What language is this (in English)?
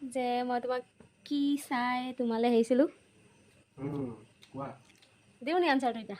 Assamese